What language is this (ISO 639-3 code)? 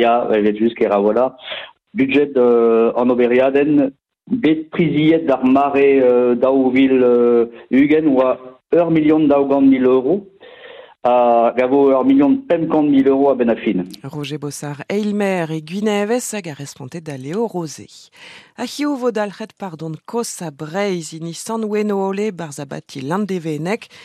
bre